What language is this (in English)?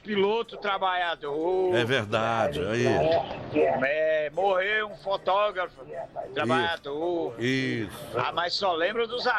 Portuguese